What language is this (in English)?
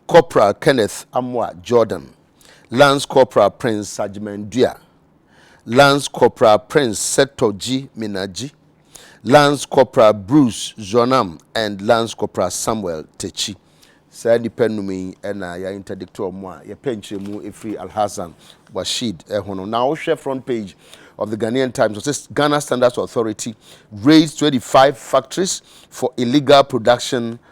Akan